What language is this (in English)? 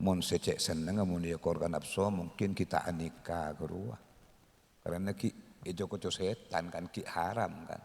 Madurese